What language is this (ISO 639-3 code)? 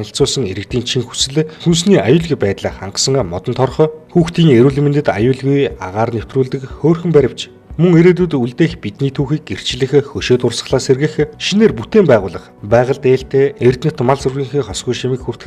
mon